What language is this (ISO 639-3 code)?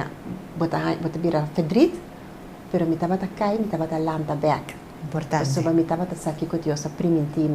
pap